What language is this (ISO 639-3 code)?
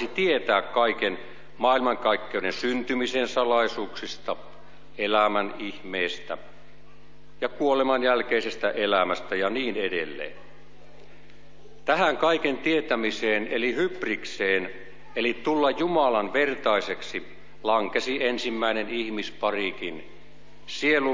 fin